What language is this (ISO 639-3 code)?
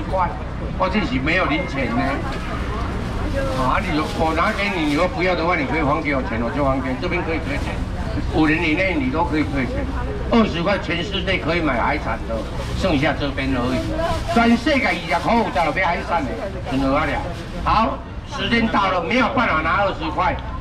zho